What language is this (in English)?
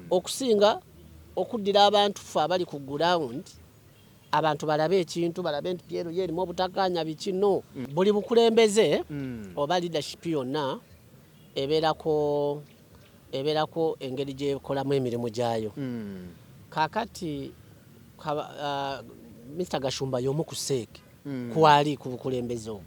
Ganda